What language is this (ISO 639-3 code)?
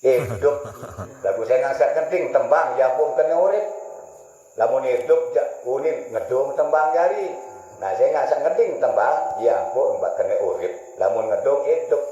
sas